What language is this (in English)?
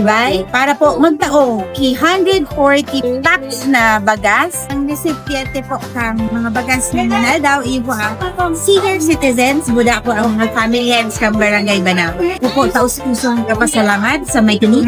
Bikol